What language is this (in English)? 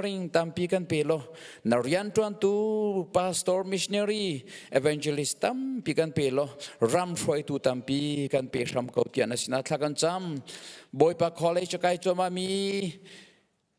Hakha Chin